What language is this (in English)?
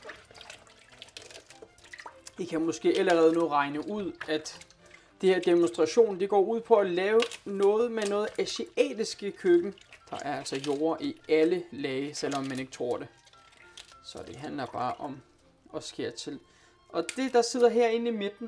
Danish